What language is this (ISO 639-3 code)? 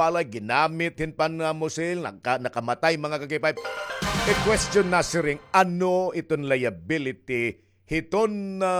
war